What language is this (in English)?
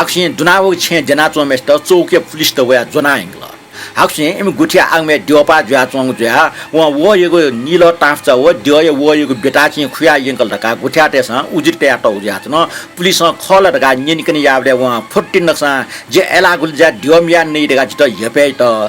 Newari